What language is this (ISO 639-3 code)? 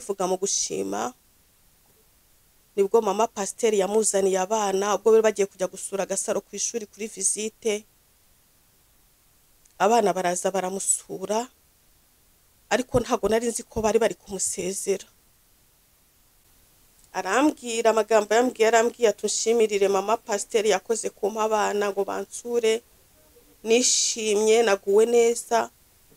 kin